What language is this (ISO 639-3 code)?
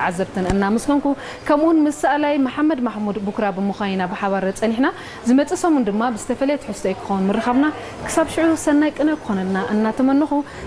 tir